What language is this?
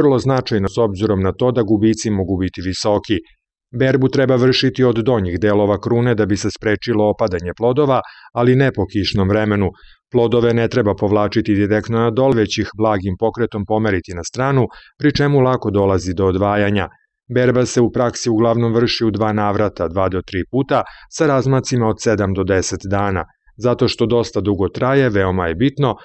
Serbian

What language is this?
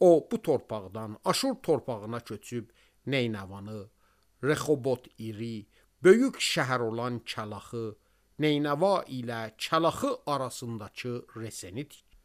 Azerbaijani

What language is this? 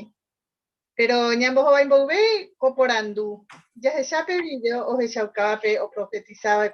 Guarani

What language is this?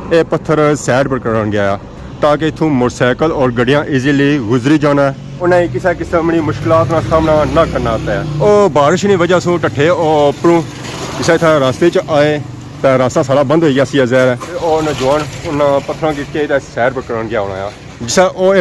Pahari-Potwari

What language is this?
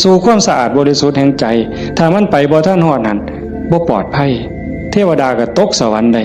Northeastern Thai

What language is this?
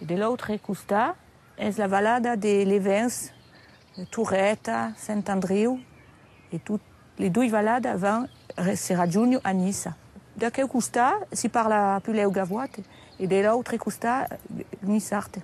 Occitan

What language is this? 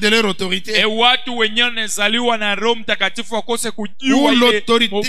Swahili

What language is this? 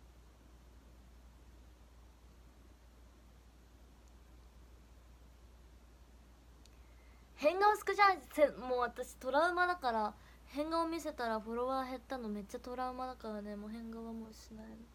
Japanese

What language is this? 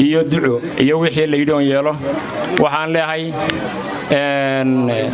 Somali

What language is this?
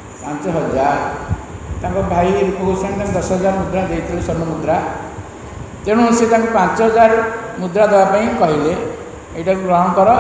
Odia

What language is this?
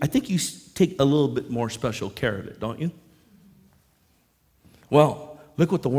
English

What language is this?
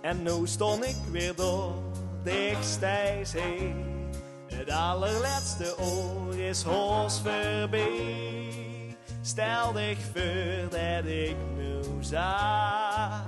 Limburgish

